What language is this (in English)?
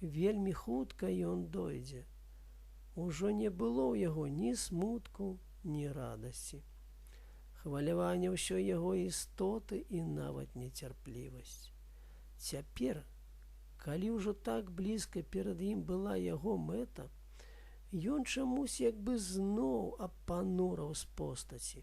Belarusian